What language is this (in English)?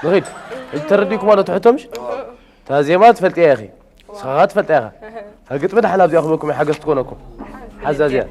Tigrinya